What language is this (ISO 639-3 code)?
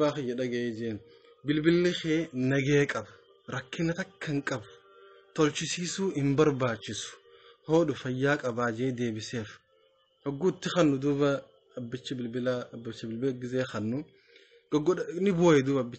orm